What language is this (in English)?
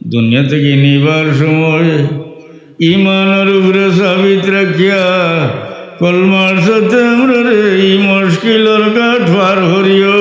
Sylheti